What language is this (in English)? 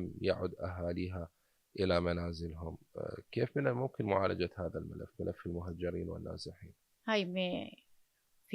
Mesopotamian Arabic